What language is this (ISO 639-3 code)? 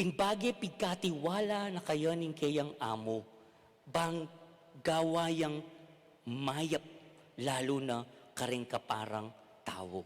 pam